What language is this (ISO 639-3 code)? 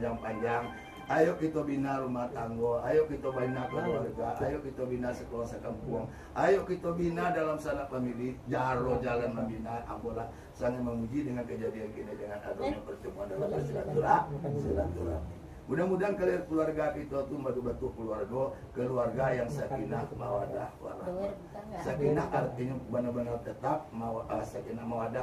min